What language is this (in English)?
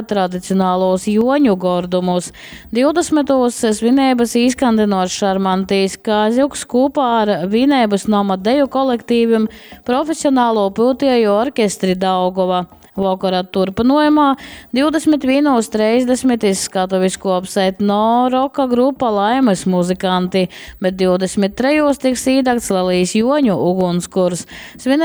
Latgalian